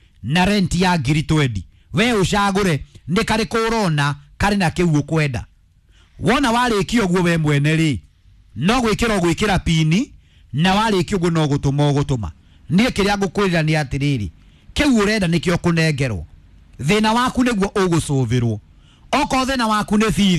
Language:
Kikuyu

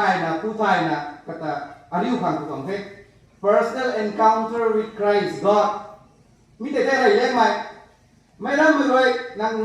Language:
Rongmei Naga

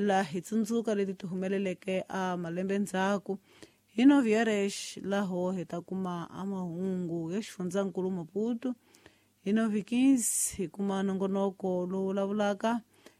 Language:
Tsonga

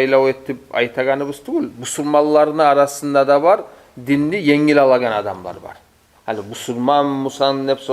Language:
Kumyk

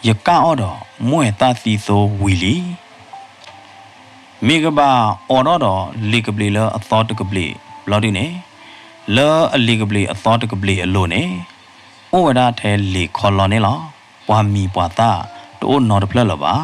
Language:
S'gaw Karen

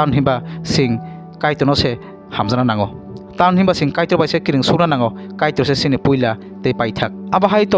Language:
Kok Borok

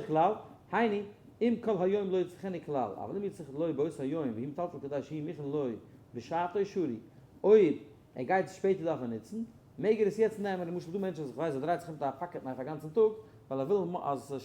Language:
Yiddish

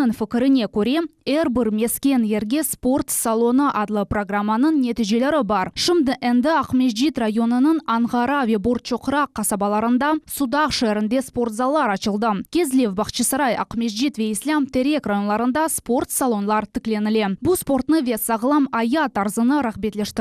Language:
Crimean Tatar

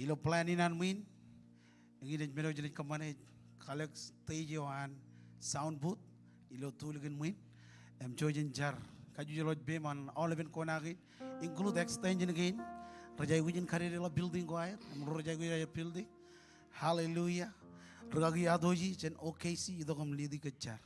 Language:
Marshallese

